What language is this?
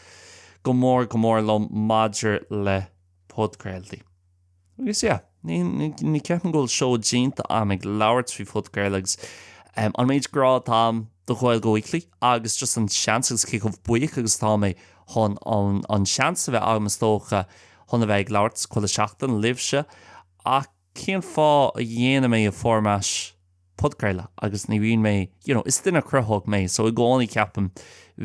Irish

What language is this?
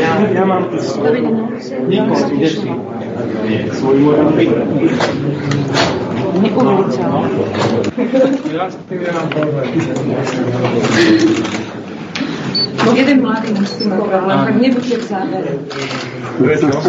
Slovak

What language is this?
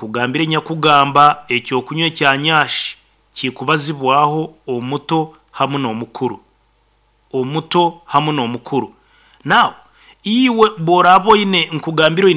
Nyoro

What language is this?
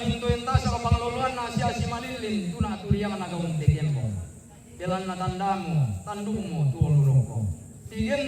Toraja-Sa'dan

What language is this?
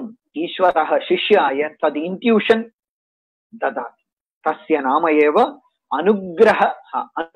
Sanskrit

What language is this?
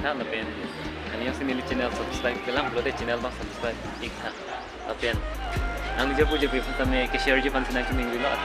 Karbi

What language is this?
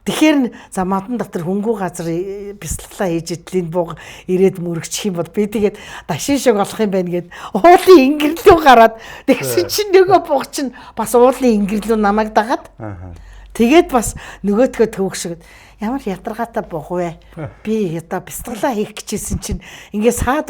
Mongolian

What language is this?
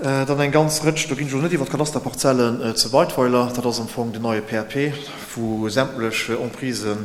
Luxembourgish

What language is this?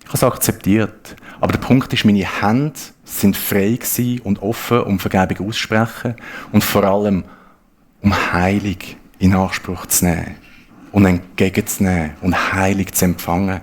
Swiss German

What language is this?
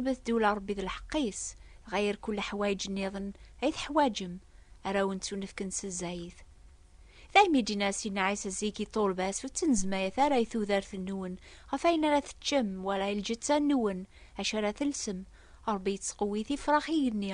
Kabyle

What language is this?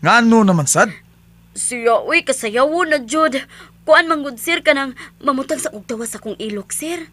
Cebuano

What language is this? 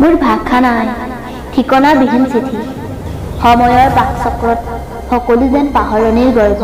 Assamese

